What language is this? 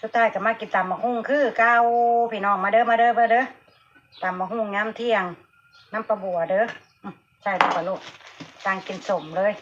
Northeastern Thai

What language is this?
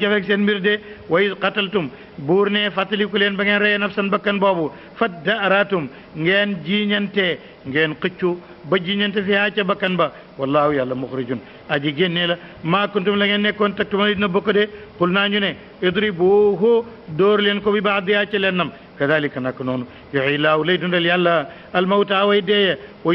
Wolof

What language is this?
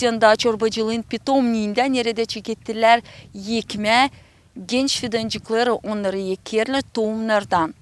Gagauz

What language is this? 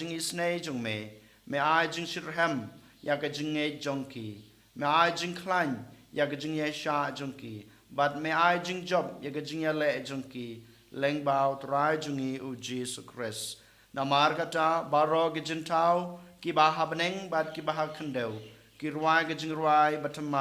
Khasi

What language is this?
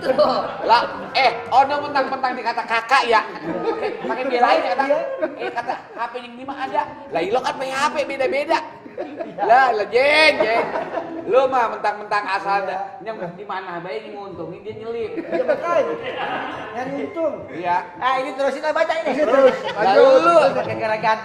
Betawi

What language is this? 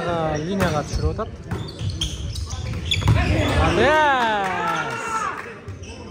Kyrgyz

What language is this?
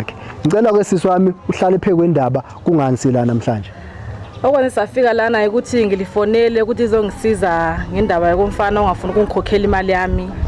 Zulu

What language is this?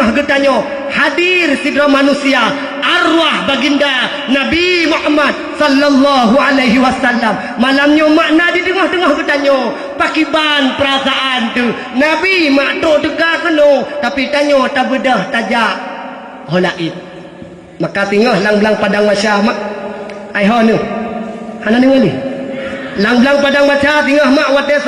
Achinese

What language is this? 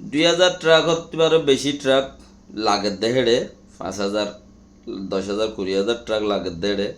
Rohingya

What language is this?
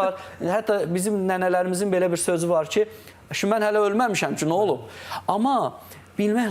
Azerbaijani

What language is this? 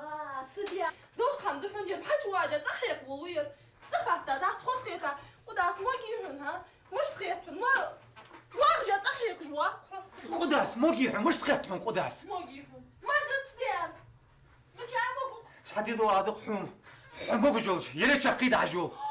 Ingush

